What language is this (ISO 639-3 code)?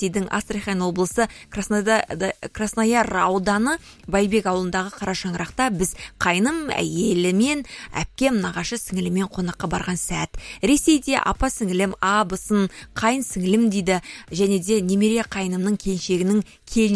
kaz